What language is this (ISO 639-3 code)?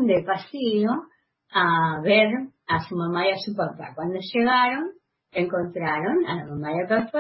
spa